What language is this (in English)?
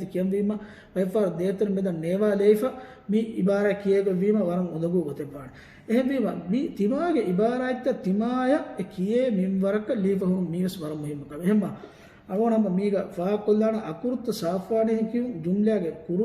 Divehi